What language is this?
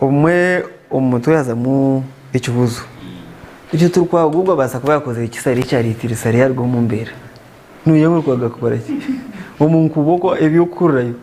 Nyankole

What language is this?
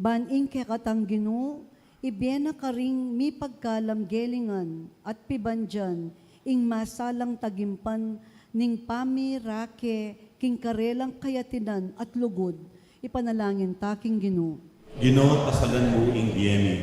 Pampanga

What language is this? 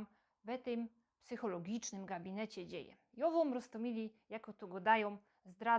Silesian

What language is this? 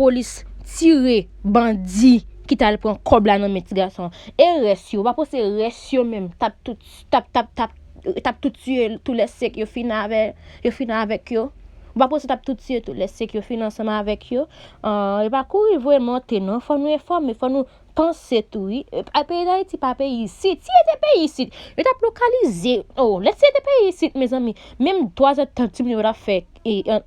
Haitian Creole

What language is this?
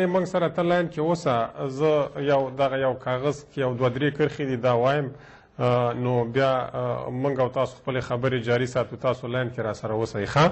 Pashto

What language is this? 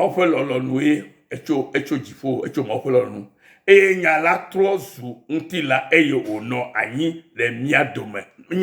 Ewe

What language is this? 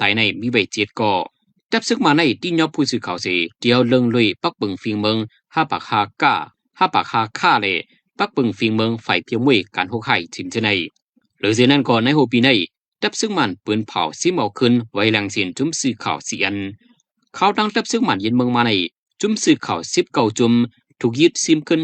Shan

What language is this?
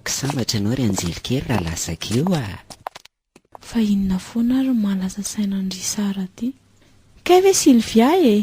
Malagasy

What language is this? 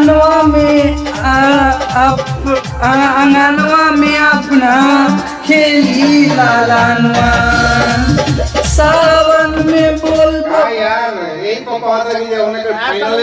Bhojpuri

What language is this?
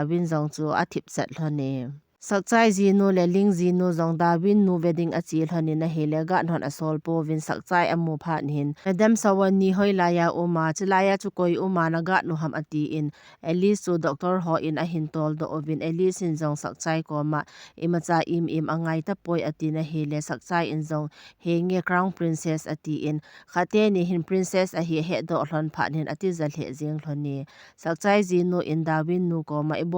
Thado Chin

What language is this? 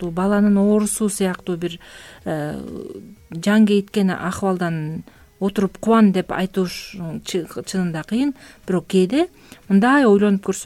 Kyrgyz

